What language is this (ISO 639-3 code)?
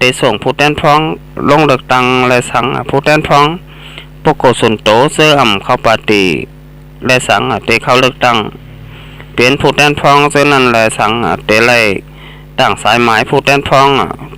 shn